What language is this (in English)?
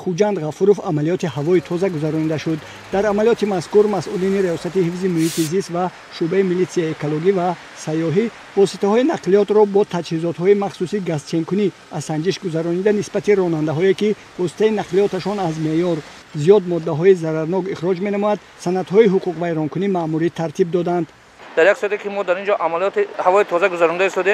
Tajik